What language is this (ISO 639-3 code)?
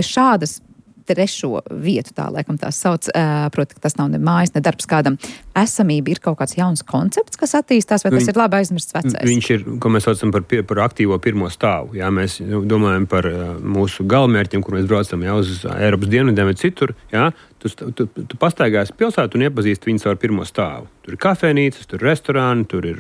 lav